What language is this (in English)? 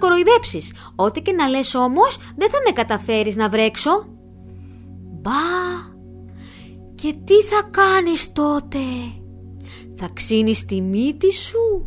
Greek